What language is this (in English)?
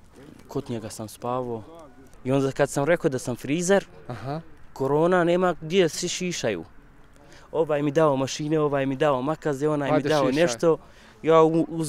Bosnian